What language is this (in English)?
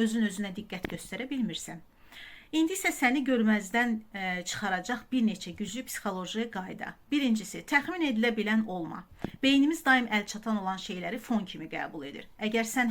Azerbaijani